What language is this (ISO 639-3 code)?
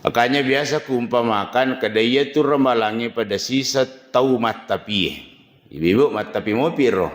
bug